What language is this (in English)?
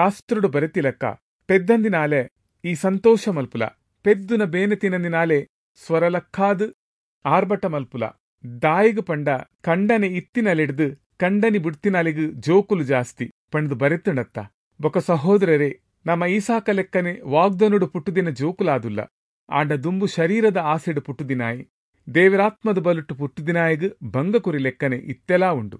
Tulu